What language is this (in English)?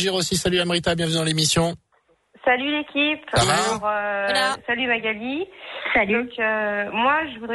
French